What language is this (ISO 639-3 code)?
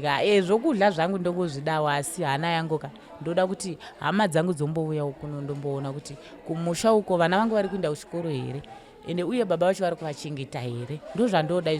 sna